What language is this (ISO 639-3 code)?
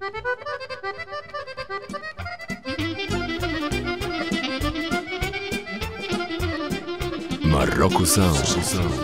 srp